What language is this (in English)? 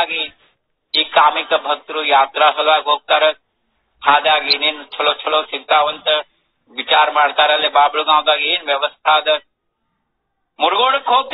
Kannada